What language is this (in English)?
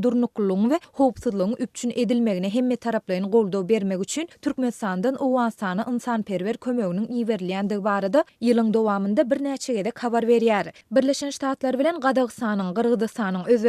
Turkmen